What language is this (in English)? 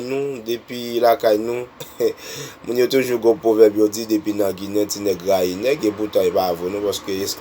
Haitian Creole